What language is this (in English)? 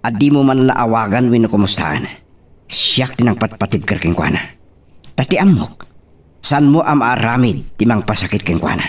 Iloko